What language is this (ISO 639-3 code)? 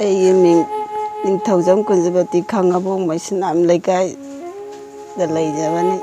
mni